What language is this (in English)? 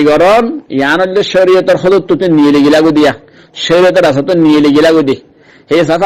Rohingya